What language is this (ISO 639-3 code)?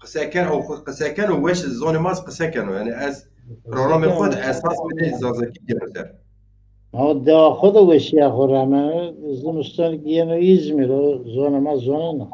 zza